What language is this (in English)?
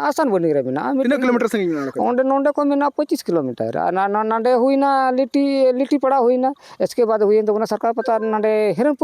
Santali